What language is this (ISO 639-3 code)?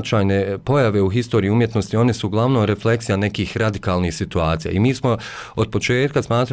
bos